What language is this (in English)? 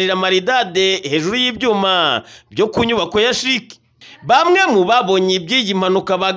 Kinyarwanda